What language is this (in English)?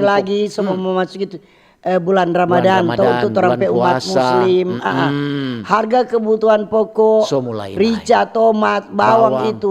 Manado Malay